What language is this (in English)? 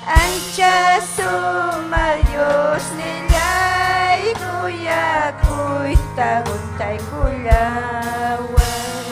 Ayacucho Quechua